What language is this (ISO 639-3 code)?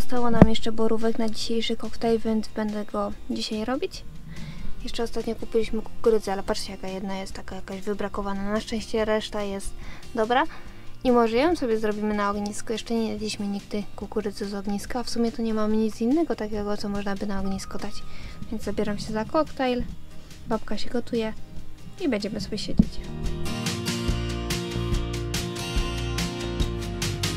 pol